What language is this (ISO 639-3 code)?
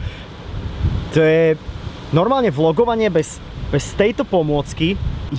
slk